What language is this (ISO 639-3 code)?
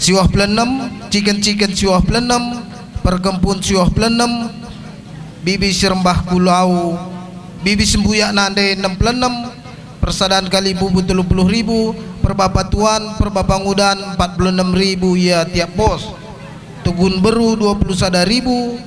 btx